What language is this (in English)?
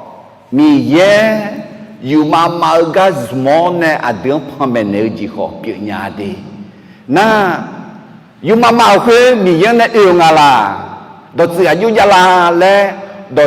Akha